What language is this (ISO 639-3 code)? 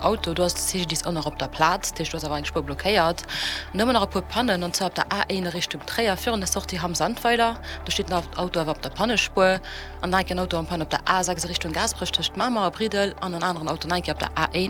ltz